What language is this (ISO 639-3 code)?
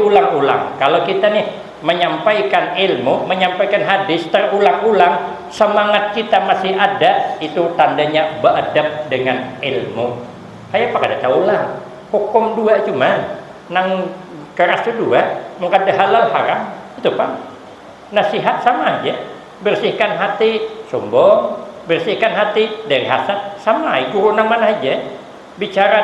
bjn